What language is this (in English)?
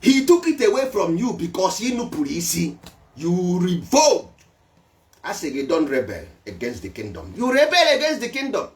Igbo